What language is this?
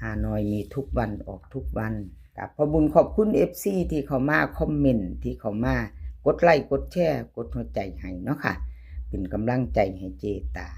Northeastern Thai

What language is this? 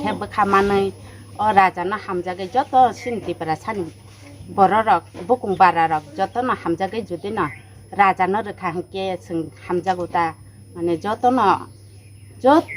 Kok Borok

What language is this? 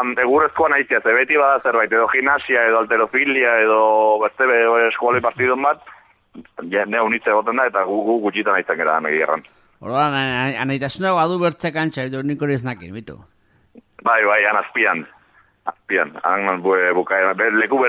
Basque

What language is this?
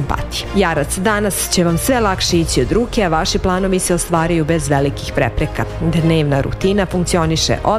Serbian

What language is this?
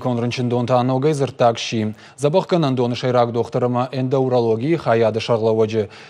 Ossetic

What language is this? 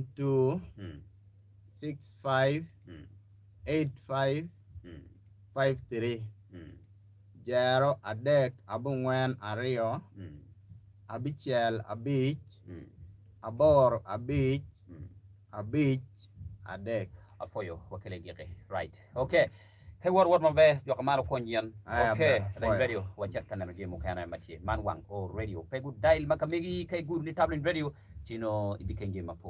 Acoli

